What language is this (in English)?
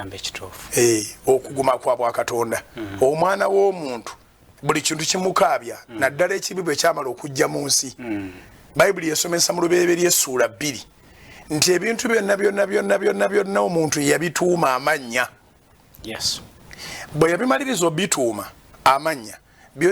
Ganda